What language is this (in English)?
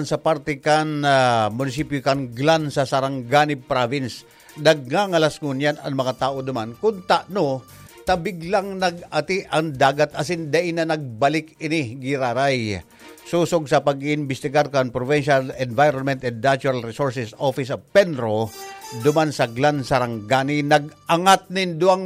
Bikol